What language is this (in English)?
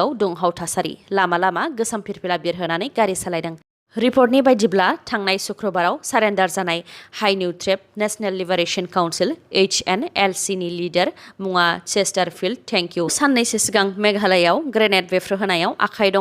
Bodo